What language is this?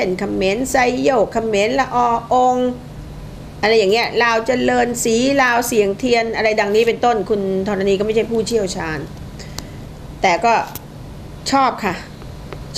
Thai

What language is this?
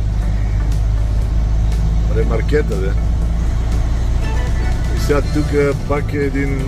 Bulgarian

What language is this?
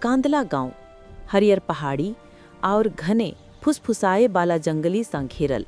Maithili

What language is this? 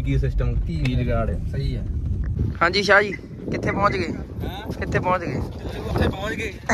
Punjabi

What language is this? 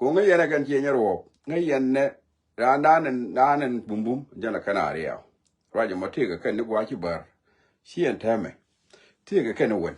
Nuer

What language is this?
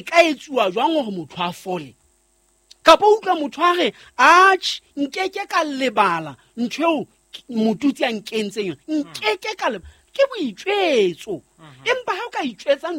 Southern Sotho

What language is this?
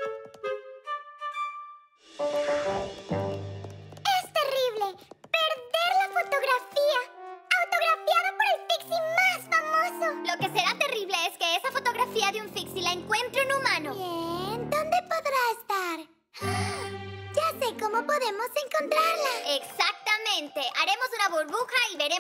Spanish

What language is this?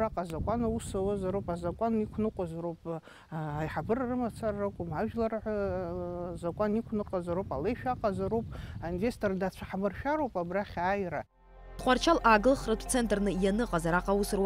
Abkhazian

